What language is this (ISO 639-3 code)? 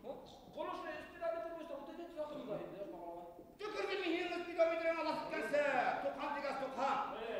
bak